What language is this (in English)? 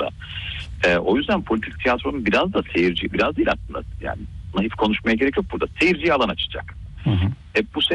Turkish